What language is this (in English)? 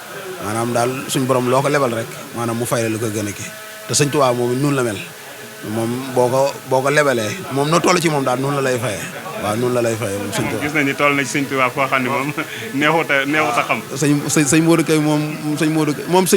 Wolof